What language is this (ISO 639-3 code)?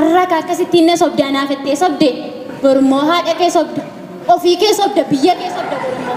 orm